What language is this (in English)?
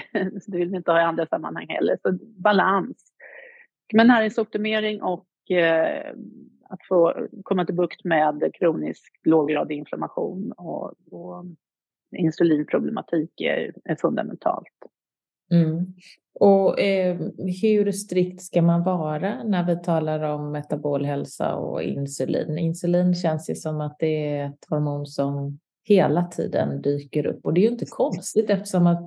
Swedish